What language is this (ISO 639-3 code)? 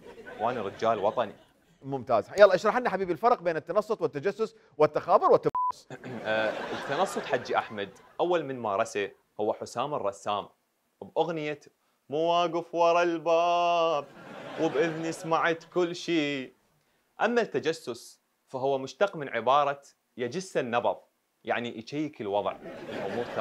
acm